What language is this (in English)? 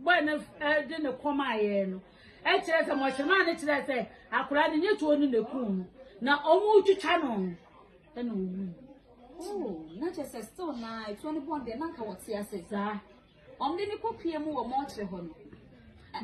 Akan